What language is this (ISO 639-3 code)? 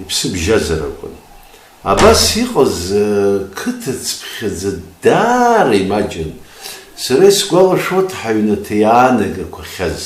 abk